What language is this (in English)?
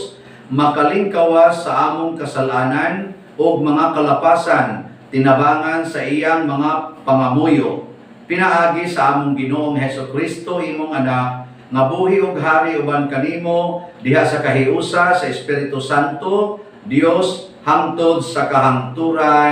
Cebuano